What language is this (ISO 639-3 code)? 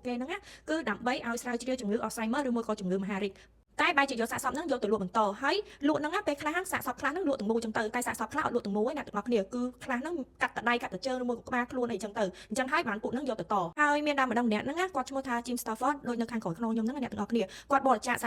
khm